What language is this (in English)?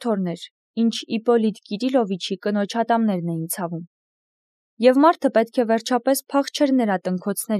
Armenian